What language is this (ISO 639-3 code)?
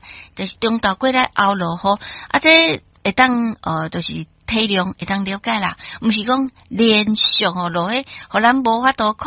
nan